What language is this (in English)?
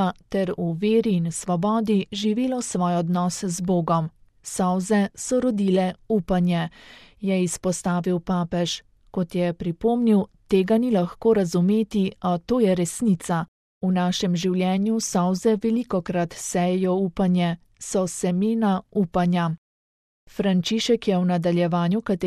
Slovenian